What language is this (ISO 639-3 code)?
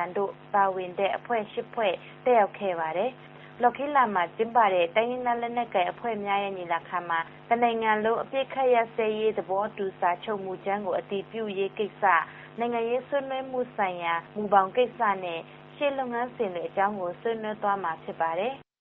mya